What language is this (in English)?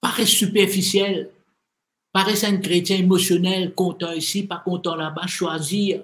Morisyen